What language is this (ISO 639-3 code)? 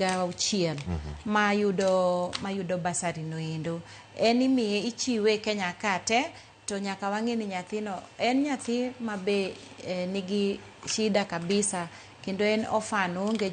luo